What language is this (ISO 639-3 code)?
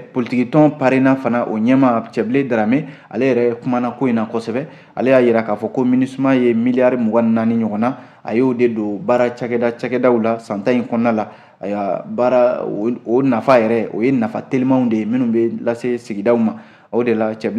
bam